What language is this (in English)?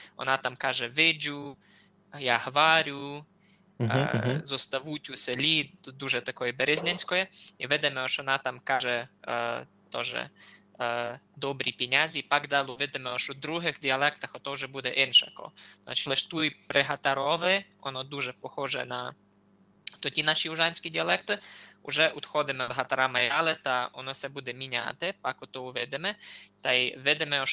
Rusyn